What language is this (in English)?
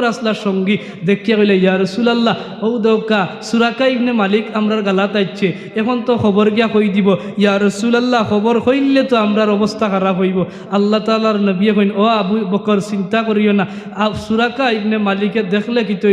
Sylheti